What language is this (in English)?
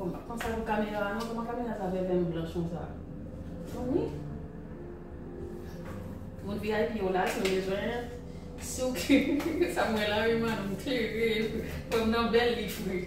Haitian Creole